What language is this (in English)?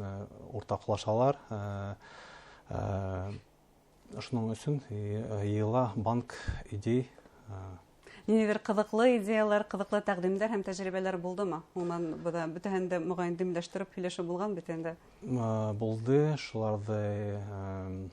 Bashkir